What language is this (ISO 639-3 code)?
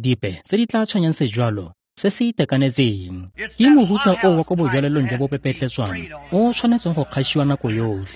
tsn